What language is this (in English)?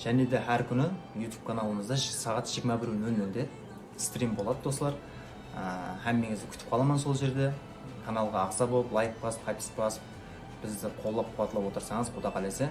Kara-Kalpak